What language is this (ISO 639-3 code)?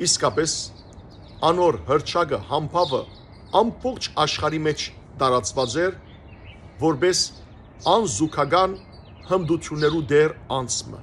hyw